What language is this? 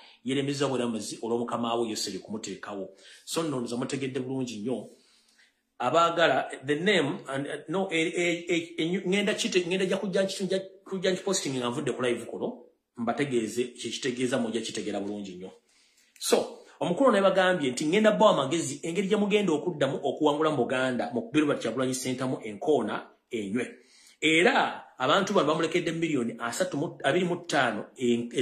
Ganda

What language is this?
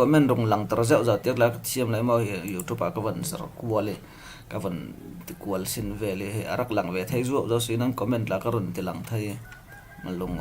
Falam Chin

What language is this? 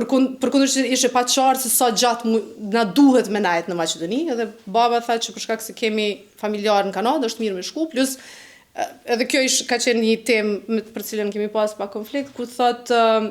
Albanian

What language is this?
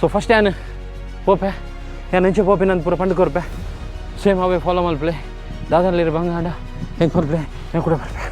Tulu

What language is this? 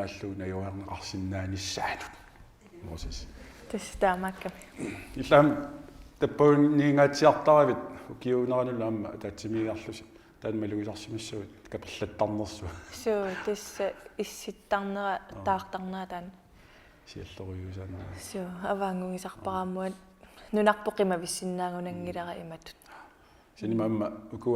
Kalaallisut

